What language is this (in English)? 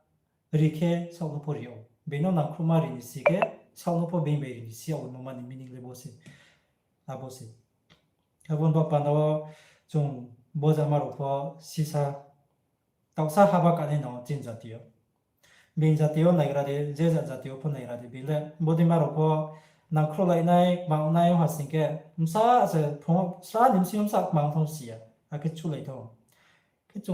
Riang (India)